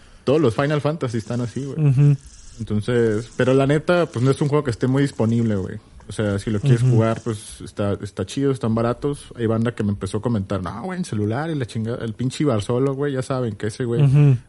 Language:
Spanish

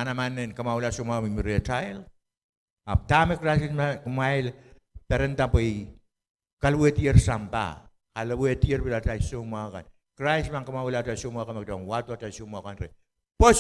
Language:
Pohnpeian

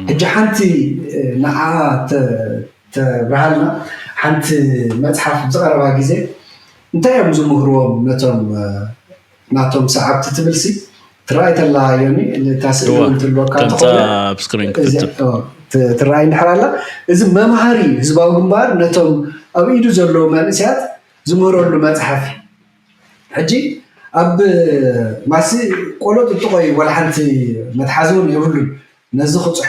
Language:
Tigrinya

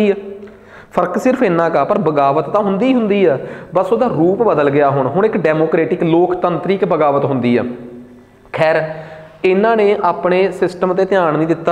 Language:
Punjabi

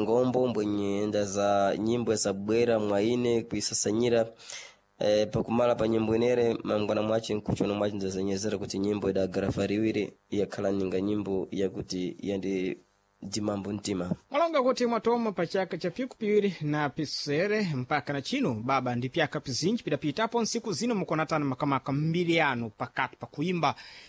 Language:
Sena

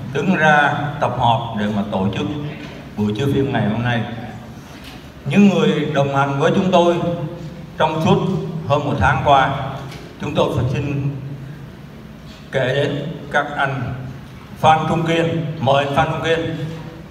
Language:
Vietnamese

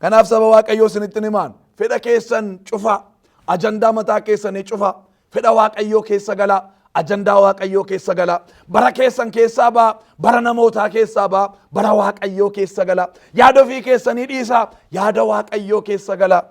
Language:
Oromo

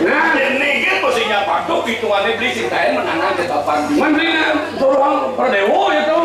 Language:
Balinese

